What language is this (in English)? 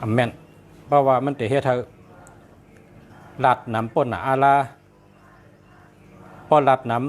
Shan